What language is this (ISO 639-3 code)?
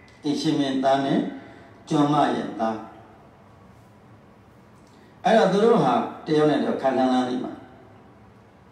mya